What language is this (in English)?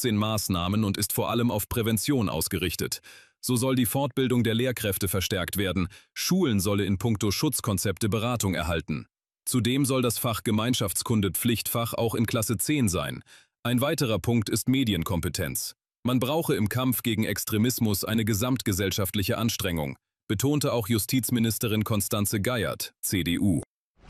German